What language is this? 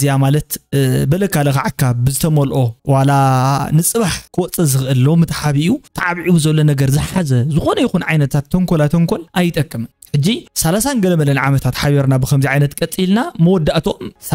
Tigrinya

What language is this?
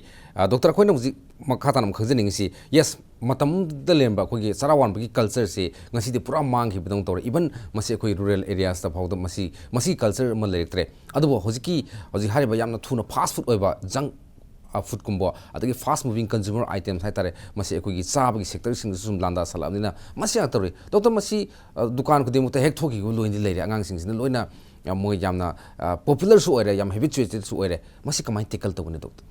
Manipuri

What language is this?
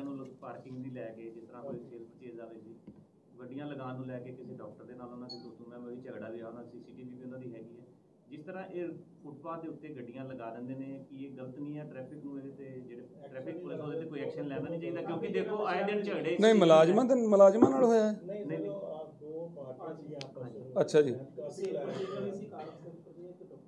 Punjabi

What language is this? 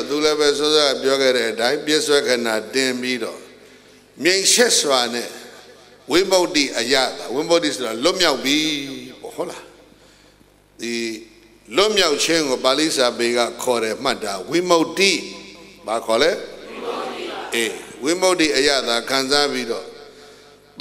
Burmese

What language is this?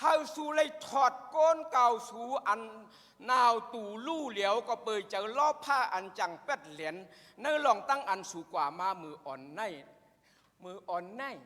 Shan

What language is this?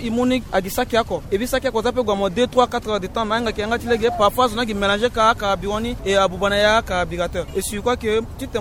Sango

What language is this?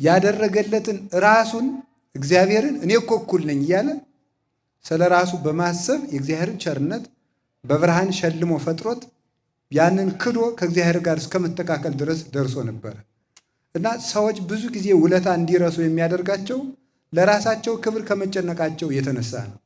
Amharic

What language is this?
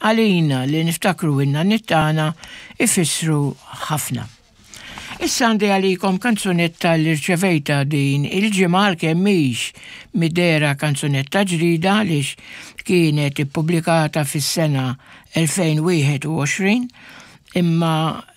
Maltese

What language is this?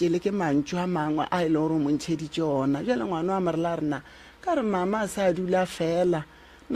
Northern Sotho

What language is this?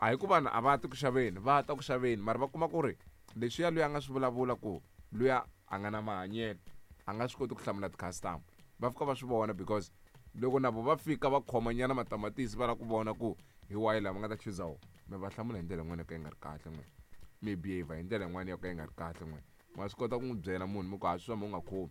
Tsonga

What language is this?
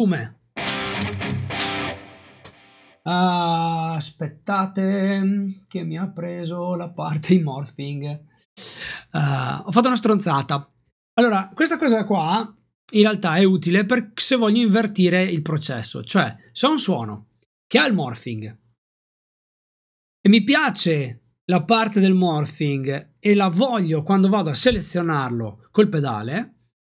Italian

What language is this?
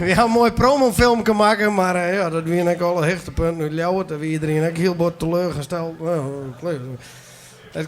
Western Frisian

